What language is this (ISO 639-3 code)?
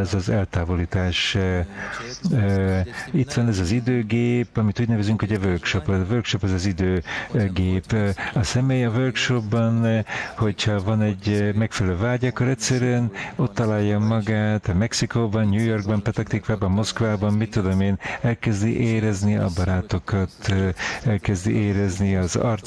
hun